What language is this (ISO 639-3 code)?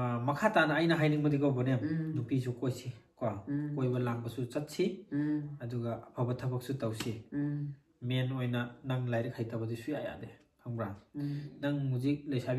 mni